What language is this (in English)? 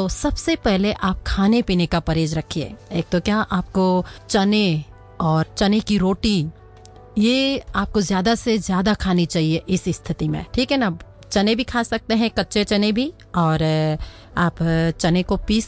Hindi